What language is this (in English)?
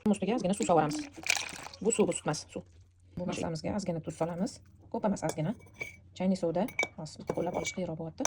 Uzbek